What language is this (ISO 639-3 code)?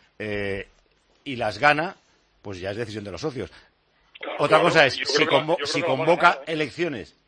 spa